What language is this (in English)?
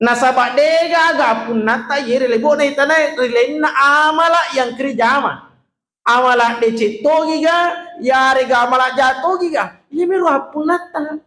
Buginese